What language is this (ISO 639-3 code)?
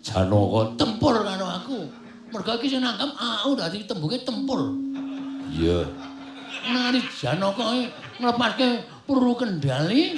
jav